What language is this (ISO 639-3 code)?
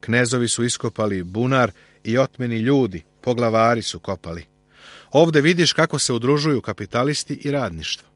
srp